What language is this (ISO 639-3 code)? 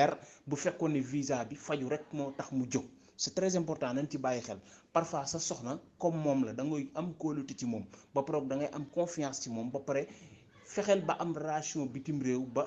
wol